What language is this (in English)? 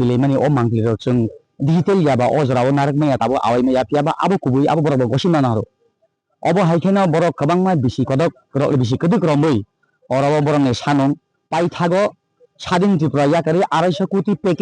Kok Borok